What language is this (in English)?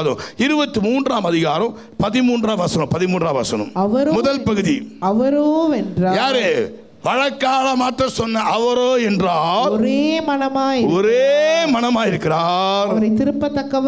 Tamil